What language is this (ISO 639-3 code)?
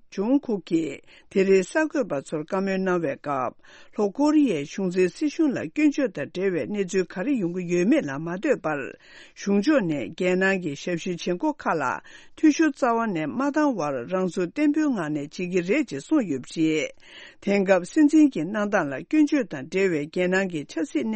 bod